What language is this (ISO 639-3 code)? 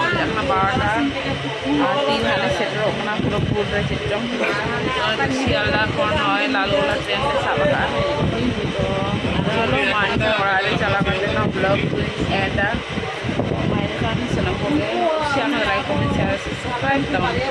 sat